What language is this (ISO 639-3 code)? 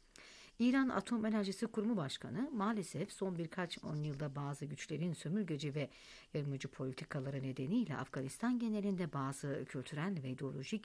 tur